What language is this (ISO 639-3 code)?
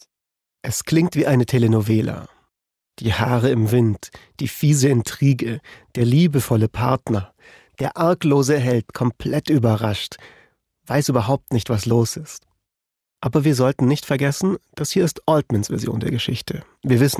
deu